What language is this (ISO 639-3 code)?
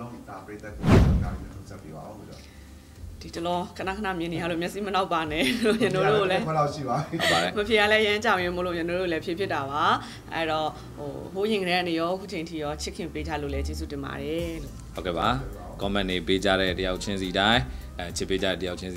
mya